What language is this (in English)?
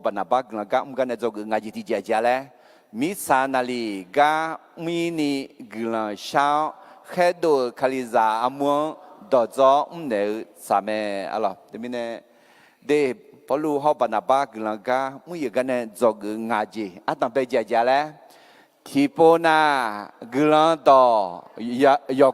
Akha